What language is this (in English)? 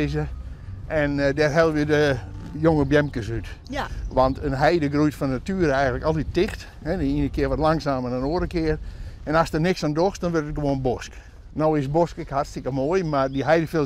Western Frisian